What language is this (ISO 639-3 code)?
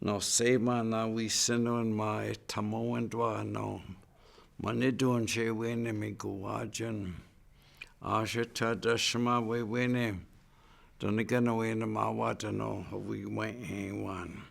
ciw